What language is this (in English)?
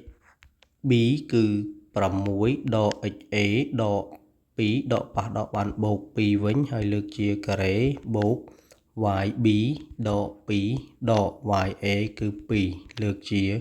Khmer